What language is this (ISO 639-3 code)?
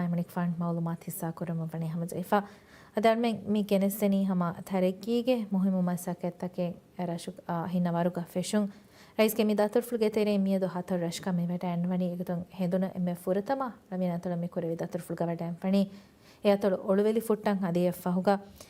div